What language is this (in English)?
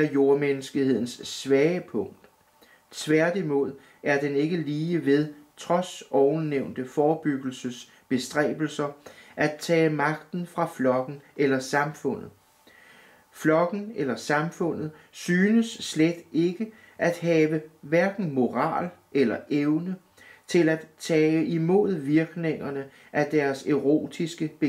Danish